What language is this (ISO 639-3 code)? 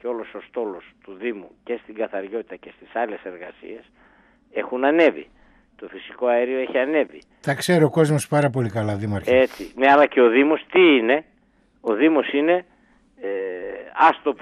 ell